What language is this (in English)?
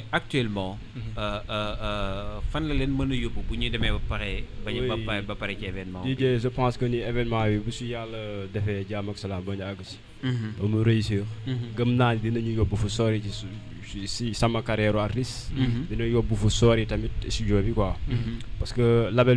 Wolof